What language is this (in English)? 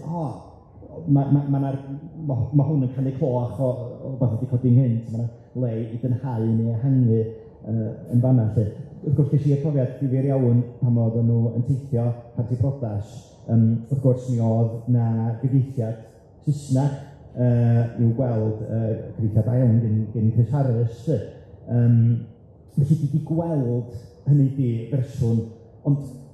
Welsh